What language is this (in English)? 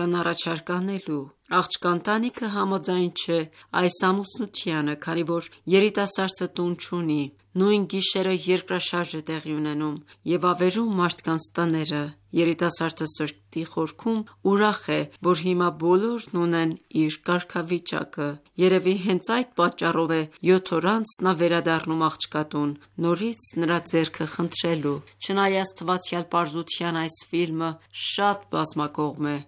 Armenian